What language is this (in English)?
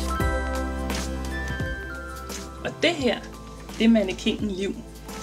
Danish